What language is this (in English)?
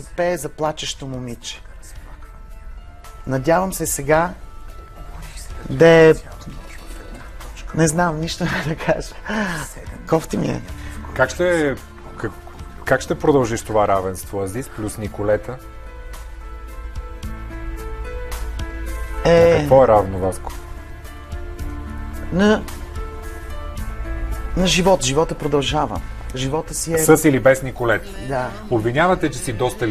Bulgarian